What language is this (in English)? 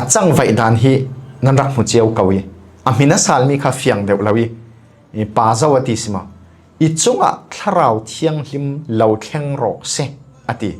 Falam Chin